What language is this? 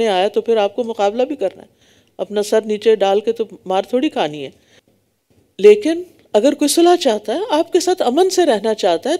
Urdu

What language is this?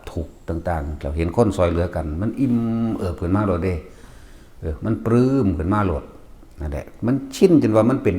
Northeastern Thai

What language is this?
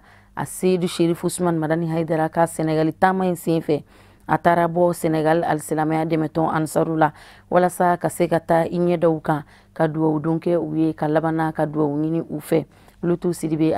Bambara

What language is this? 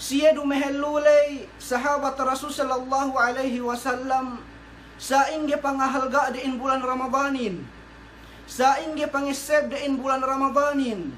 Yakan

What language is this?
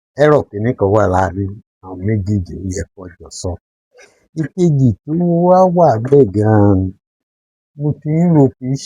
Yoruba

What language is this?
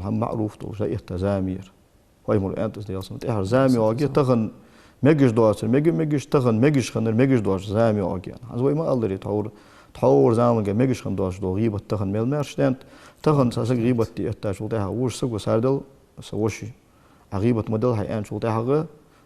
Ingush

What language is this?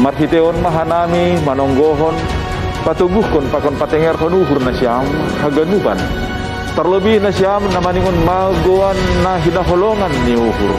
Batak Simalungun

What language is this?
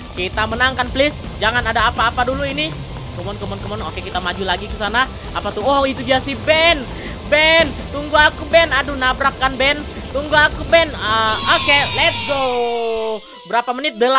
Indonesian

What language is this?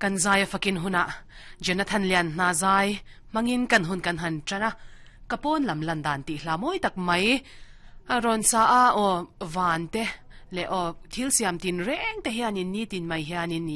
Mizo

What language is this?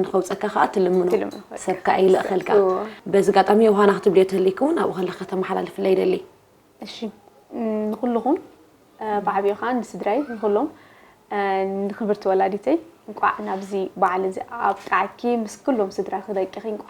Tigrinya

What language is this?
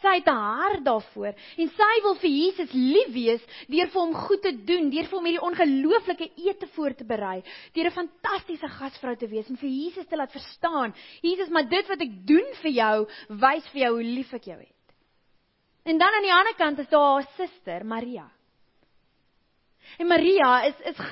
Afrikaans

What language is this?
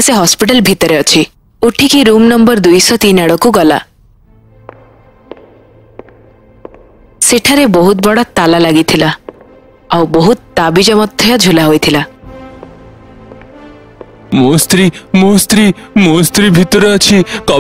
Odia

